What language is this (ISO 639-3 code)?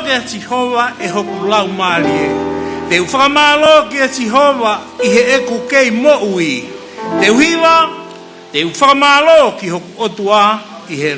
ton